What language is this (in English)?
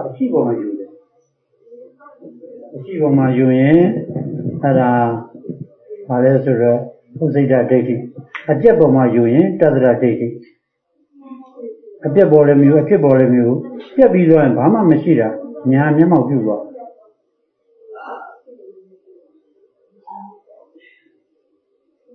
Burmese